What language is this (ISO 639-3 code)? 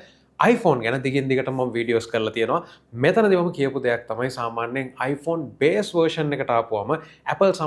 sin